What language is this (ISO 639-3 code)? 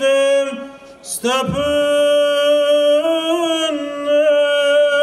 ron